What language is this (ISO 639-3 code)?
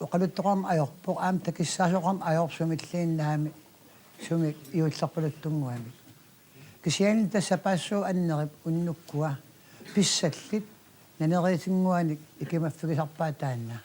kal